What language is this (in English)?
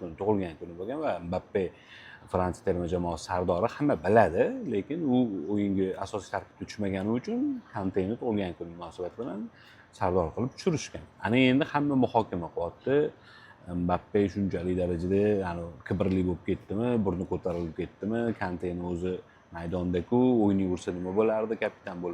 Uzbek